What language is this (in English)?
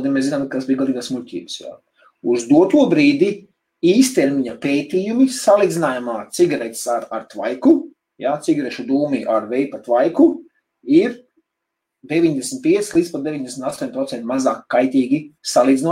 Latvian